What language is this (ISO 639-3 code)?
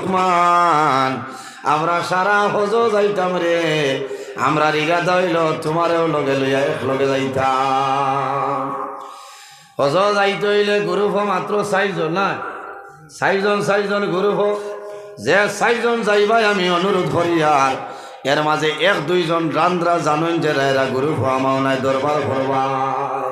syl